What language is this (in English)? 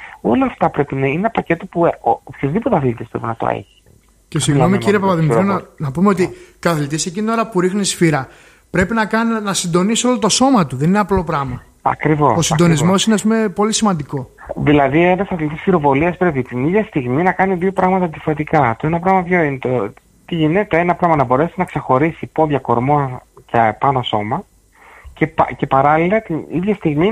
Greek